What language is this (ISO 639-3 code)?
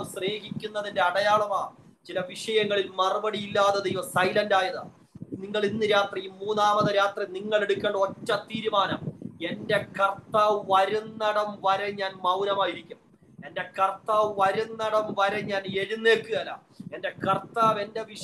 mal